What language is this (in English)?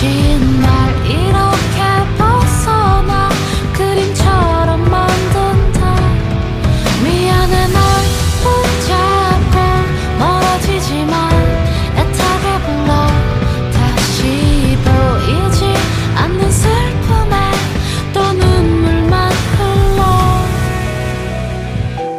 Korean